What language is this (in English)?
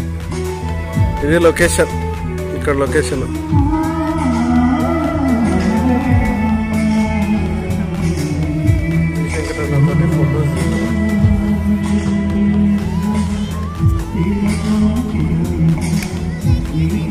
Telugu